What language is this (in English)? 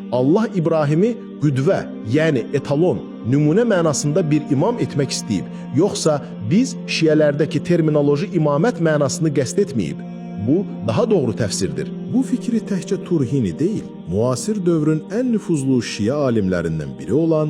Azerbaijani